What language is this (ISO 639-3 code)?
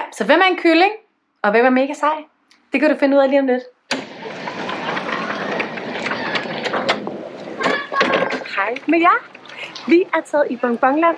dan